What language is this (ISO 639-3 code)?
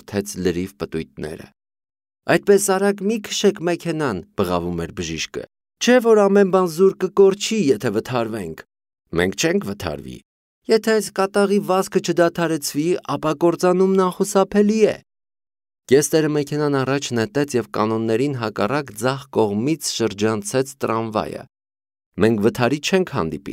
hye